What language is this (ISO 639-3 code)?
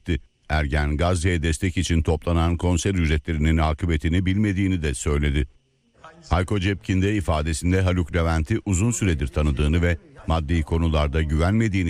tur